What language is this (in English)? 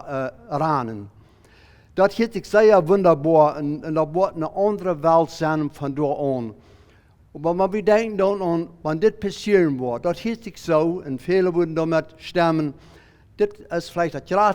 Plautdietsch